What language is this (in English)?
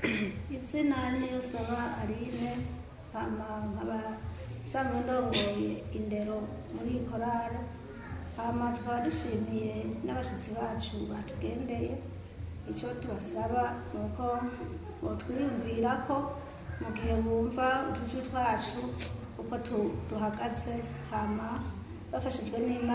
Rundi